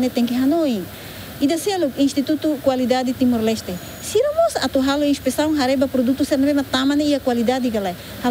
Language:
Tetum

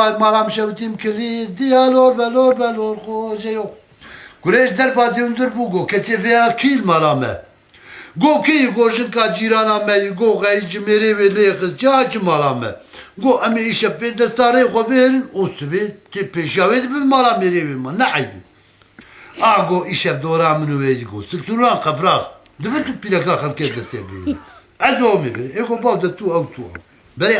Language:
Kurdish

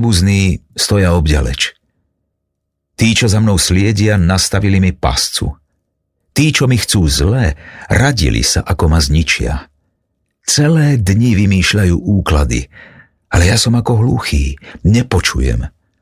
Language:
Slovak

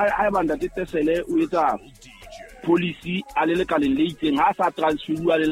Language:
Southern Sotho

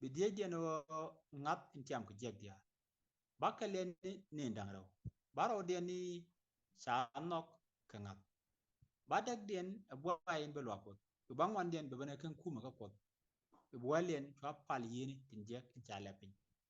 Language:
Nuer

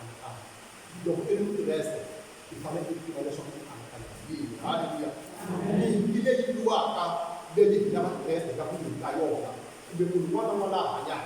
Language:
Tsonga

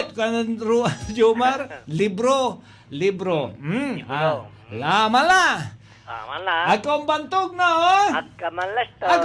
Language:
Pangasinan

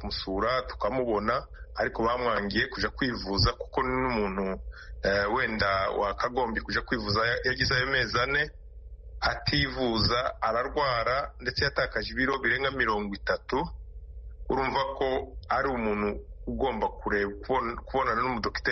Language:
Kinyarwanda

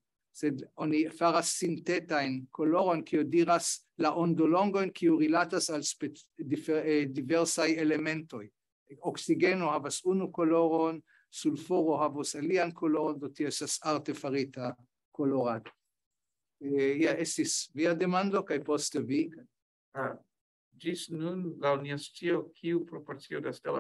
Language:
Esperanto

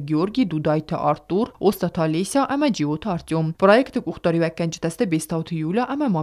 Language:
Ossetic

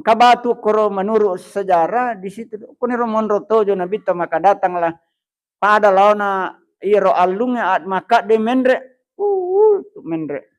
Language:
Buginese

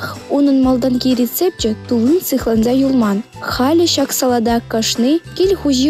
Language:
Chuvash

